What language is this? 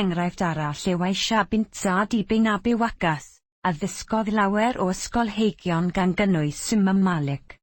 Welsh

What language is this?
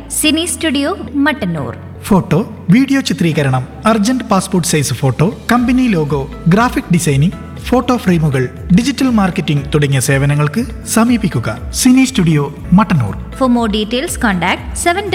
Malayalam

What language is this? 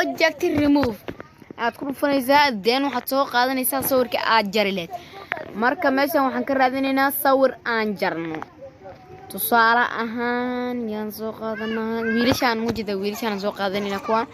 Somali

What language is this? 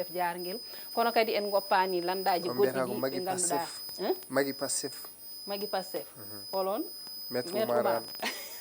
Fula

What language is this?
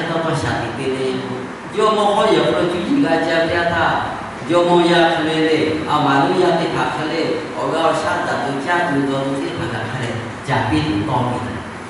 Lahu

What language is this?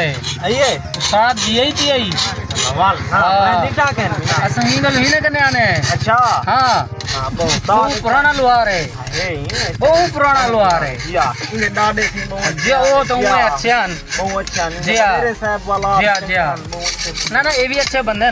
Saraiki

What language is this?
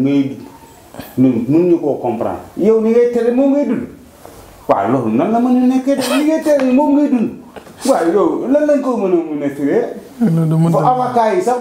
Wolof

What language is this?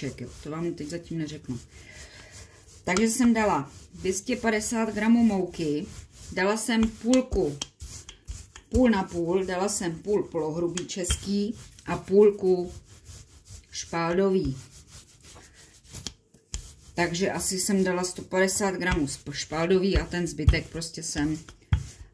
Czech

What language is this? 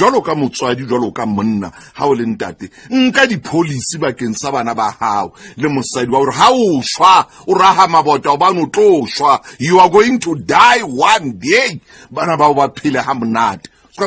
Southern Sotho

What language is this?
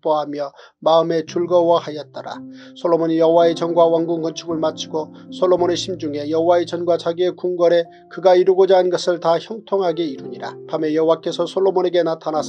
Korean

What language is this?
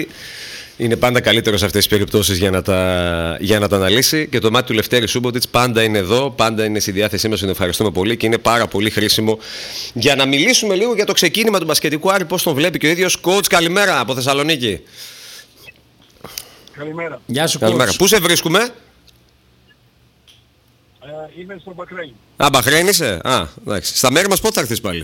Greek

